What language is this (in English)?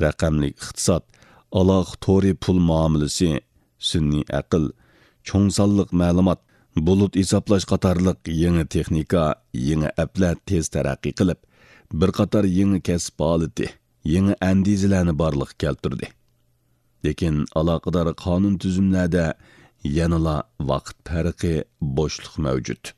Uyghur